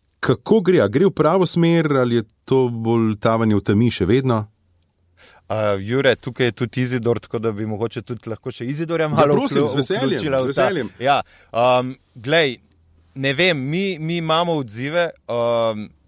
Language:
Slovenian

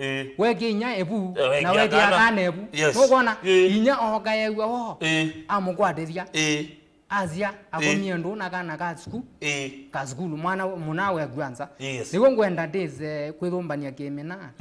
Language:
Kamba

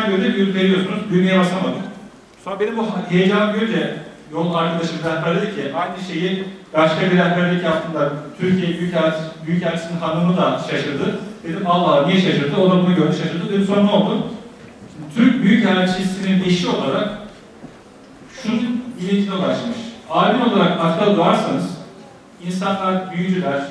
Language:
Turkish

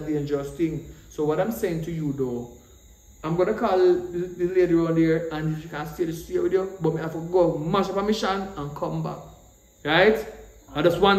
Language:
Jamaican Creole English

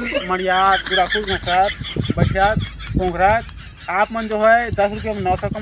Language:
Chhattisgarhi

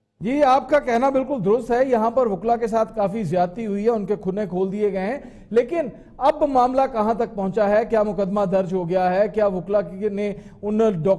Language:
Urdu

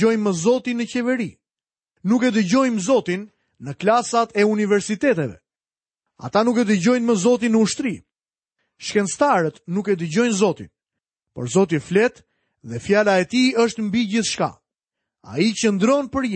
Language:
Albanian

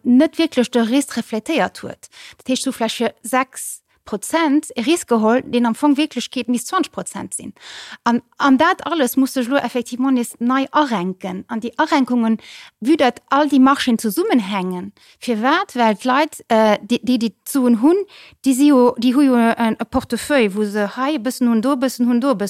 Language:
Luxembourgish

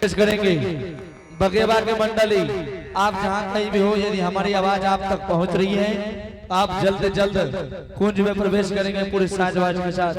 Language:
Angika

